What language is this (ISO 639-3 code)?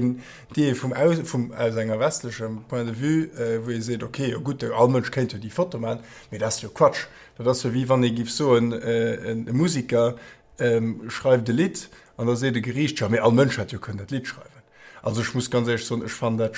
ltz